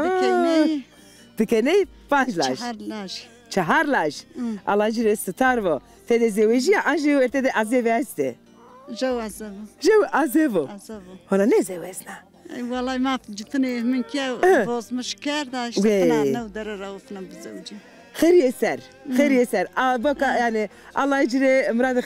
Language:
Zaza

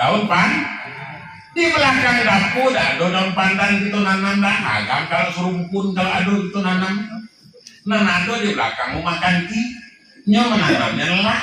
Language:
Minangkabau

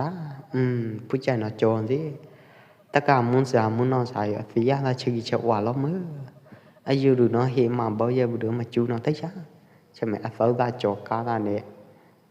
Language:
Pwo Eastern Karen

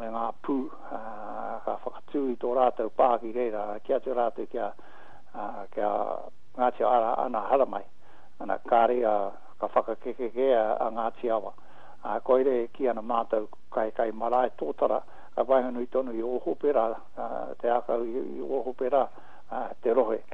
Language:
Māori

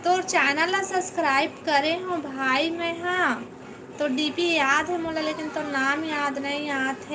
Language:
Chhattisgarhi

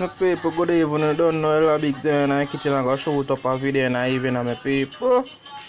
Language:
Jamaican Creole English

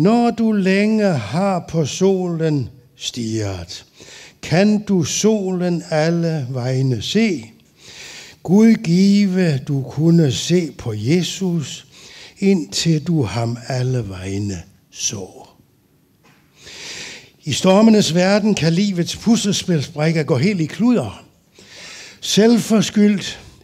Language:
Danish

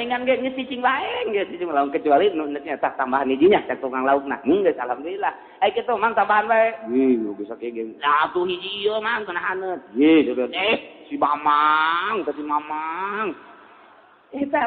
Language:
Sundanese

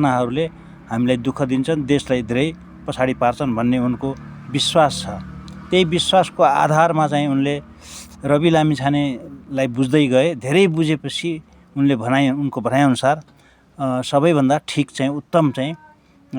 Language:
Nepali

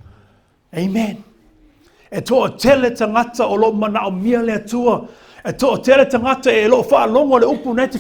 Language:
Samoan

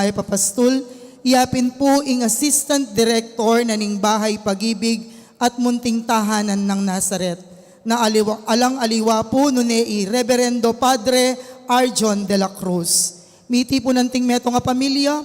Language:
Pampanga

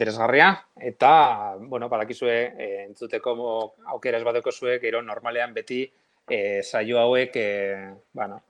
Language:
Basque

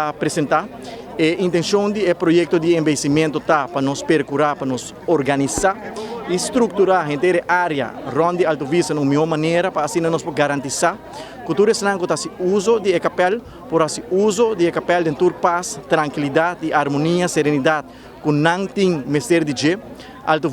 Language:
Papiamento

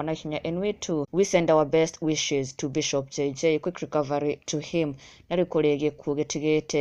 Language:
Kikuyu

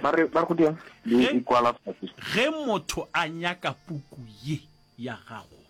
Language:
Northern Sotho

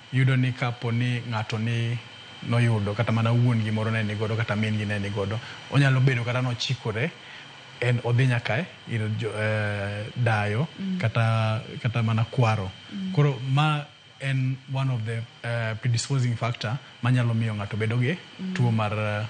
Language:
Luo (Kenya and Tanzania)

